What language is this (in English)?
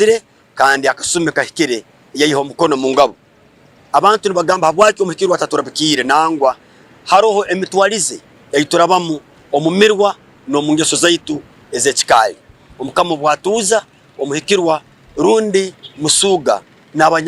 Tooro